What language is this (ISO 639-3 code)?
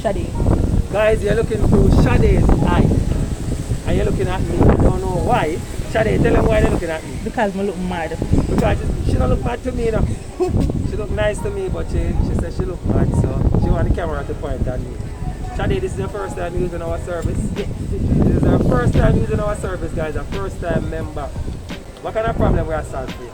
jam